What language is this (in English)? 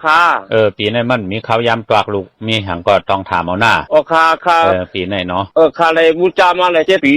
Shan